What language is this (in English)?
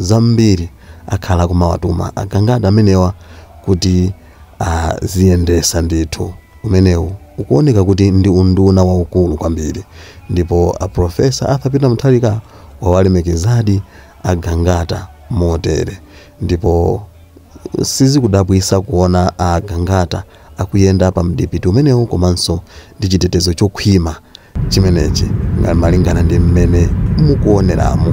Nyanja